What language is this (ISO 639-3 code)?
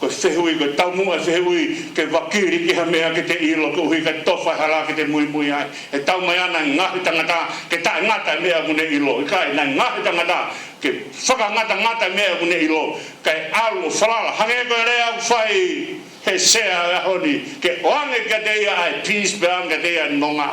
ton